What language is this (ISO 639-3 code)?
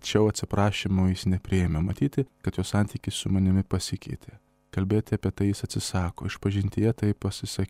lit